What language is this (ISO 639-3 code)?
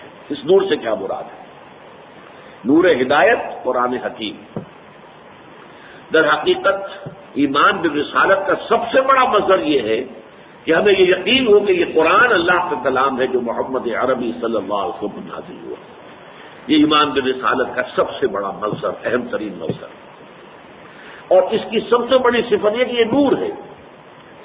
urd